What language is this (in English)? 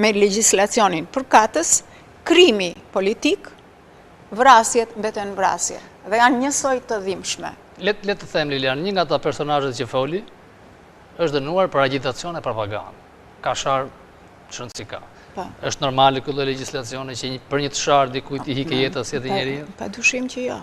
Albanian